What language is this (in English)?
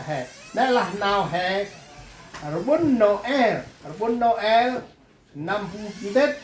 Central Mnong